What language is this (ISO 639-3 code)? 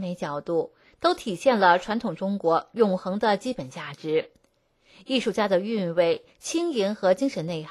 zho